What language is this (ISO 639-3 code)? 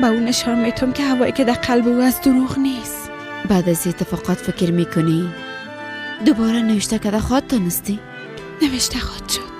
fas